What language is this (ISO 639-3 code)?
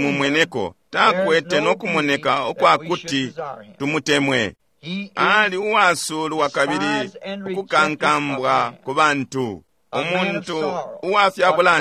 bem